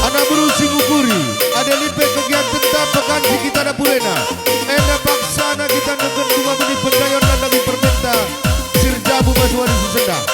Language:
Batak Karo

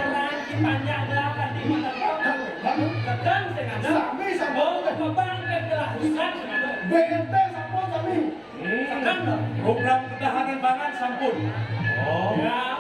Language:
Balinese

